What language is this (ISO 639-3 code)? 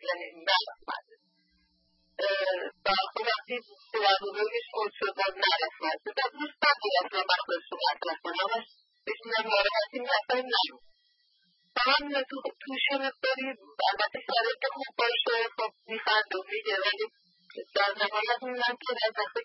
fas